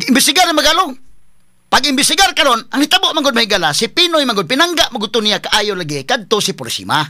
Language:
Cebuano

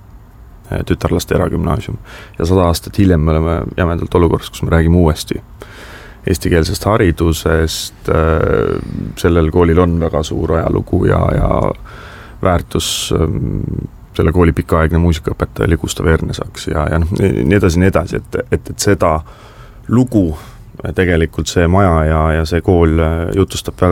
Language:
Estonian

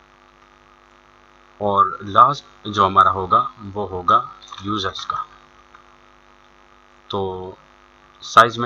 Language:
Hindi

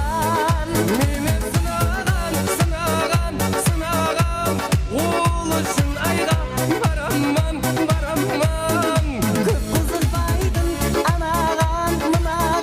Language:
Kara-Kalpak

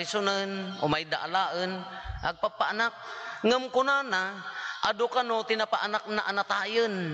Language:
Iloko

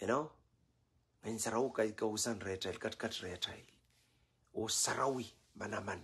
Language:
Pohnpeian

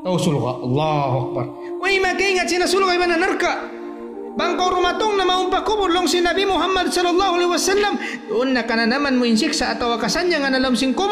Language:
Tausug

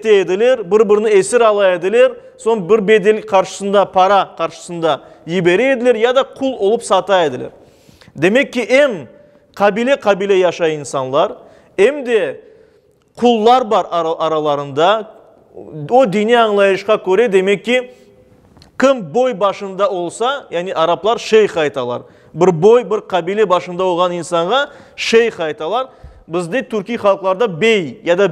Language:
Crimean Tatar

